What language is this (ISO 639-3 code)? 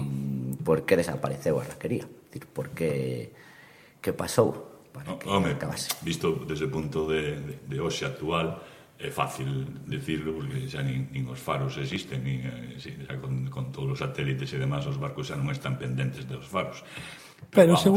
glg